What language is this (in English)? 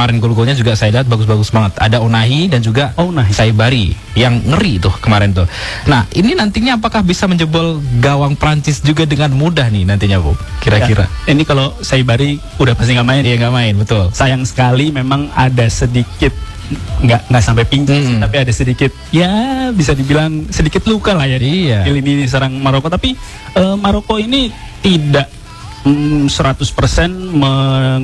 Indonesian